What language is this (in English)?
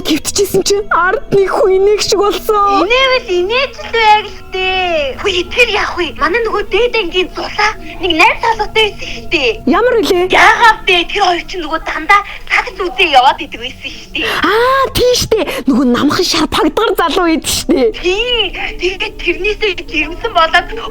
Mongolian